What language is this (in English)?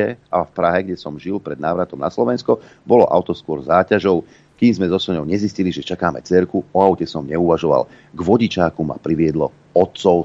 Slovak